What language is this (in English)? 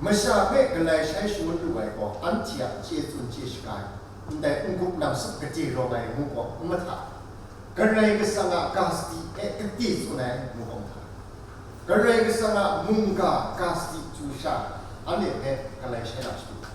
Kachin